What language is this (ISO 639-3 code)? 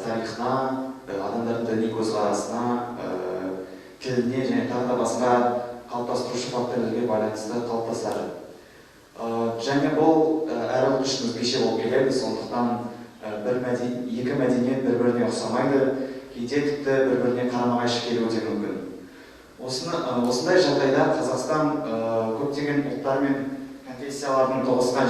kaz